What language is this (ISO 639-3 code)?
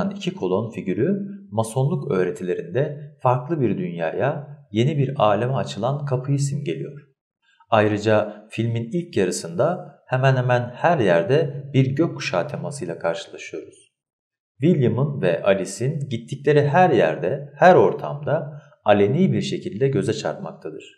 tur